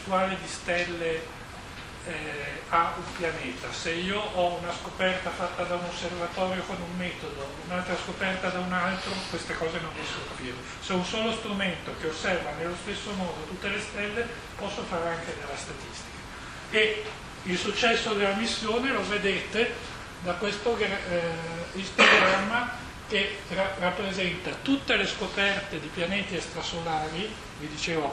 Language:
Italian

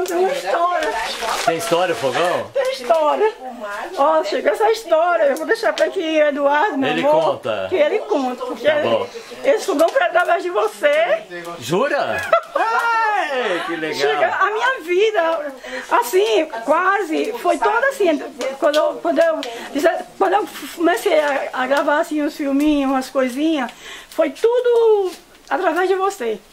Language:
Portuguese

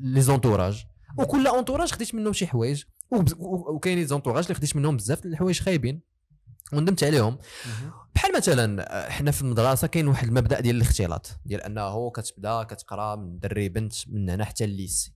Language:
Moroccan Arabic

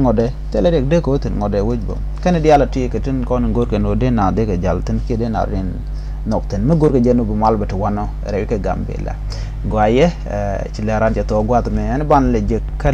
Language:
Nuer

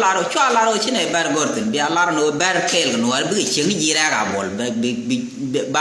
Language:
Nuer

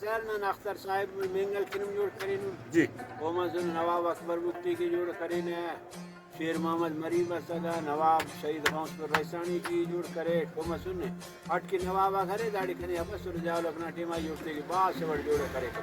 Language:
Brahui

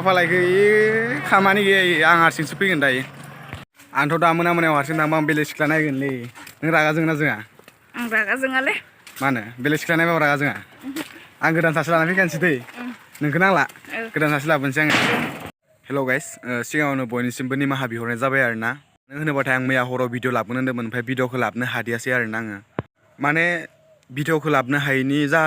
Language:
Bodo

